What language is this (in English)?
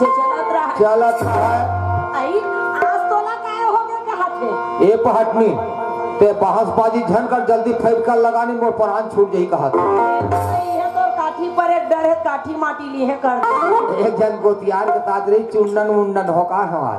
Chhattisgarhi